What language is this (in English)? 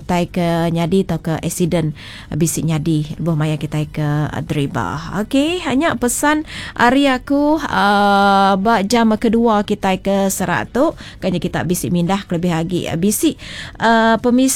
Iban